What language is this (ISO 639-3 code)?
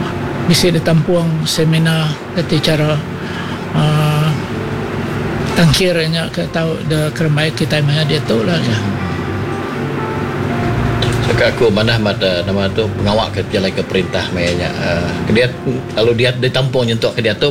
iba